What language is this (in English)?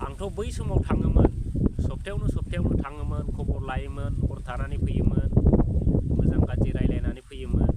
Bodo